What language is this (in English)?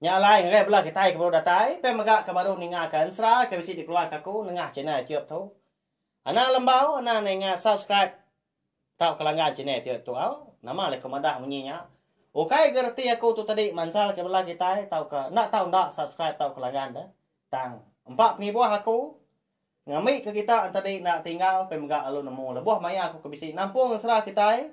Iban